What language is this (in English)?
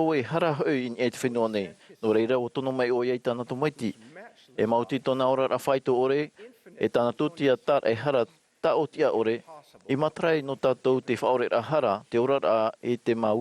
Tahitian